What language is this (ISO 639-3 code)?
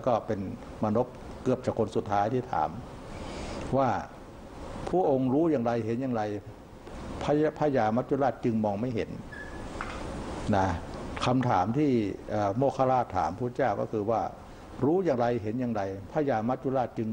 tha